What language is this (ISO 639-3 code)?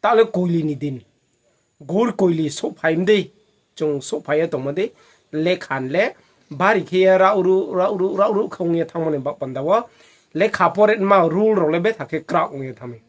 ria